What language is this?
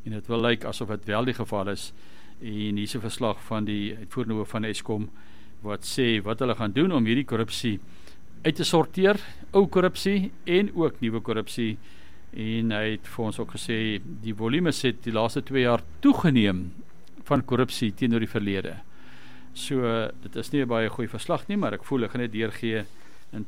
Afrikaans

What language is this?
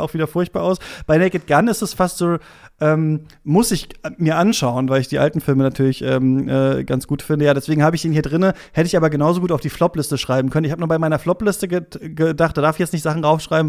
German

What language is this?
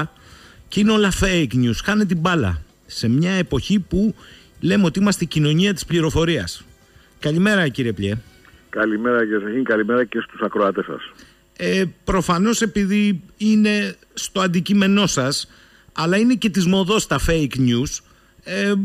Greek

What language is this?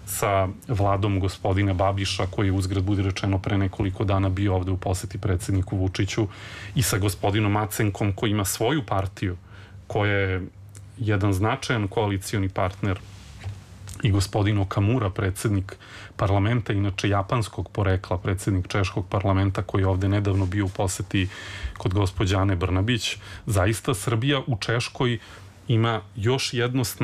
Serbian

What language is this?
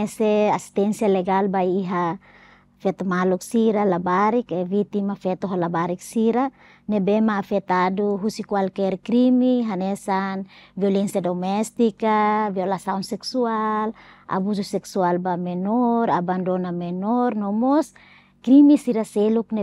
Tetum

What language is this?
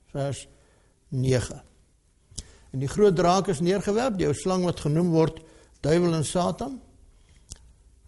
Afrikaans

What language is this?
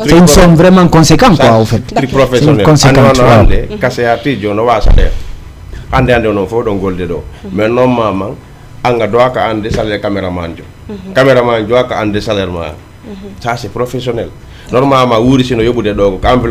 Fula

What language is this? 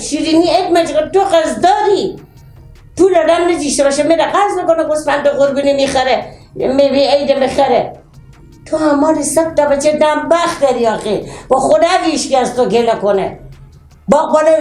Persian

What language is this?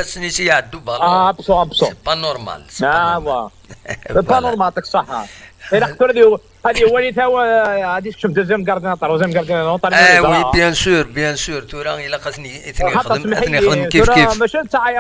Kabyle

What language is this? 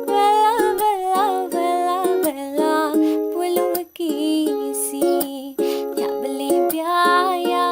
Newari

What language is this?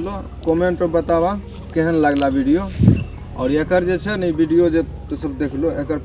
Maithili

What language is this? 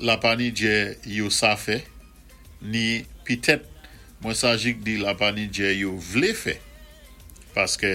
Saint Lucian Creole French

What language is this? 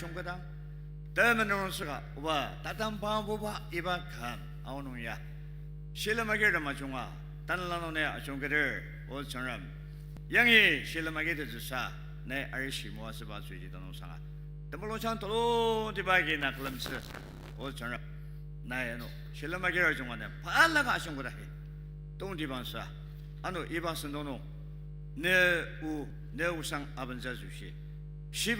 Ao Naga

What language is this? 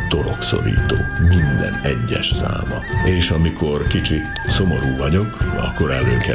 Hungarian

